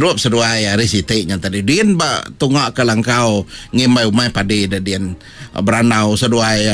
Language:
Iban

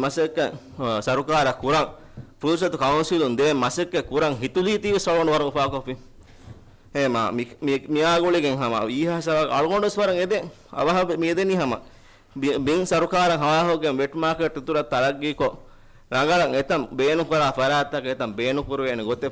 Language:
Divehi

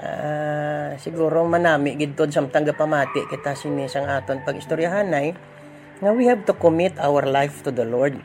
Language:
Hiligaynon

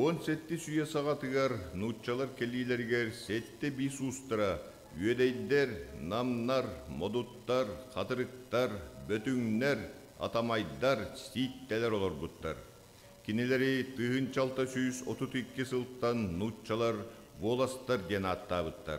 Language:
Yakut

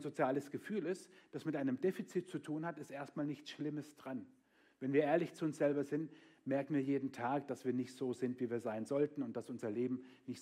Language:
German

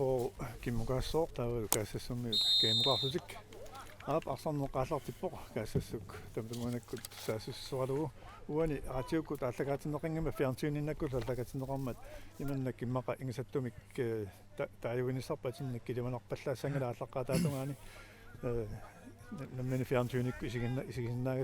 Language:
Kalaallisut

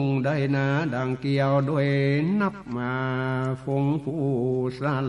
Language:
Northern Thai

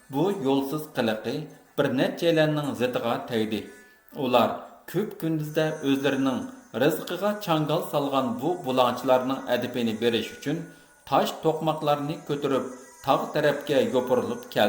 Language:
Uyghur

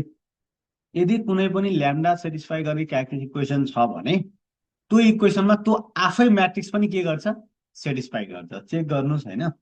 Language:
Nepali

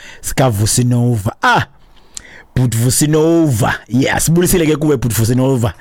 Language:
Xhosa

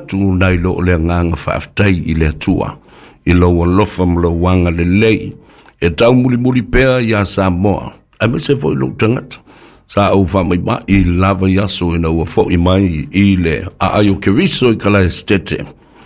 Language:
Samoan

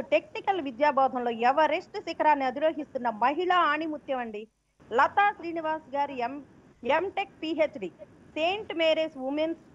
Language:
Telugu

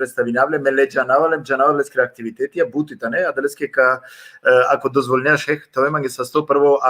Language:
Balkan Romani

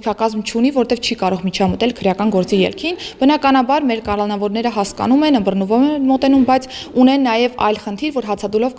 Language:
Armenian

